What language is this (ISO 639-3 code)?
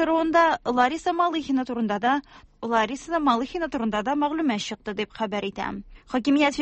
tat